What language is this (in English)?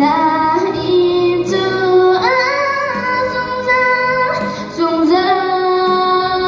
Hakha Chin